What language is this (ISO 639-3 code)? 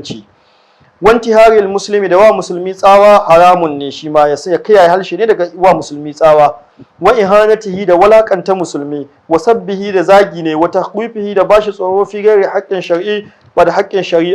hau